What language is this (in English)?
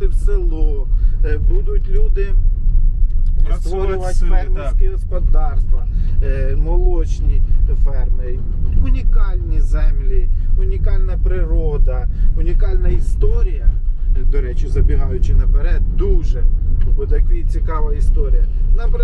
Ukrainian